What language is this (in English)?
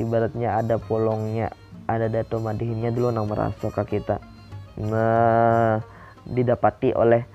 Banjar